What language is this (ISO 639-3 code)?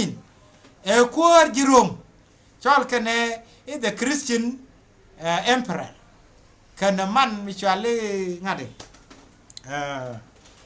nus